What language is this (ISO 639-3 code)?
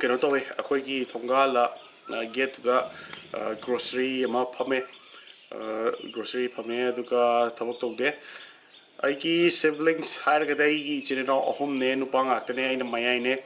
mni